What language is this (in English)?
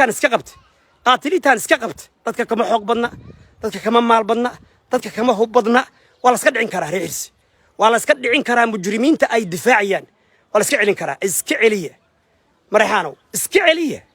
Somali